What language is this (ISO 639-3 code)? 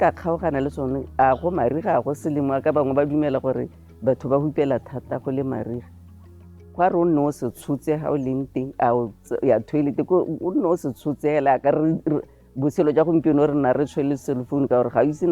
tsn